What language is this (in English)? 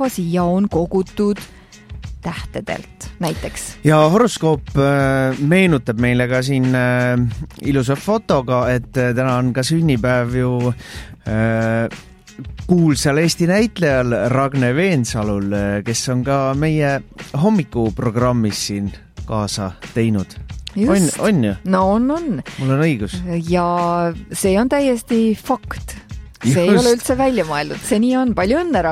Estonian